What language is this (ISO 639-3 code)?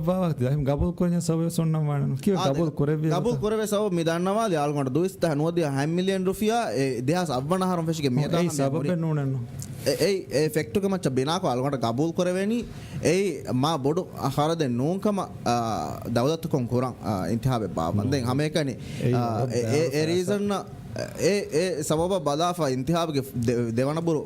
div